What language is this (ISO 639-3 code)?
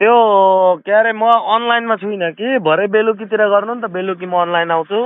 nep